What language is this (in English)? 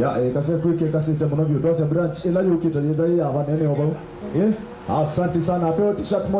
Kamba